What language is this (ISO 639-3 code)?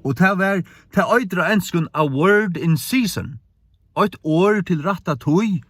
fao